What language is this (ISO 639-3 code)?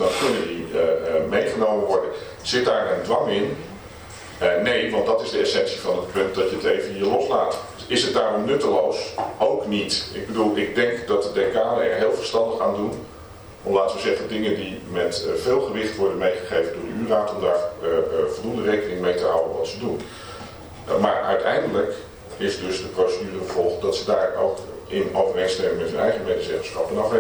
nld